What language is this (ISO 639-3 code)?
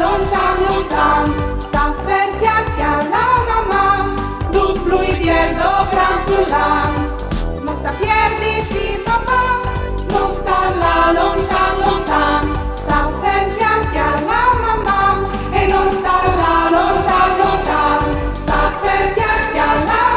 fur